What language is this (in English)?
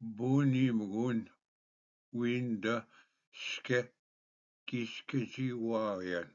Ojibwa